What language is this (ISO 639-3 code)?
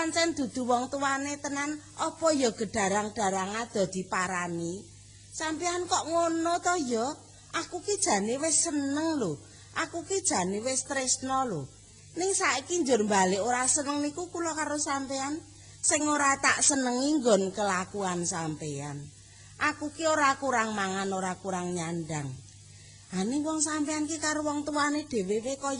jav